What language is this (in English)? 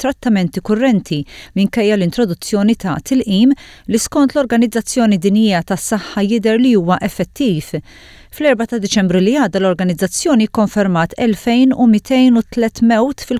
Maltese